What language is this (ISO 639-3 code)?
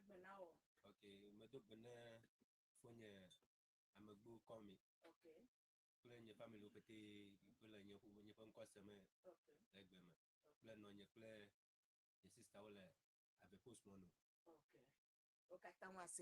ewe